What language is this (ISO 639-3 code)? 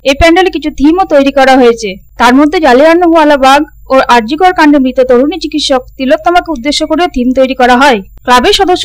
ben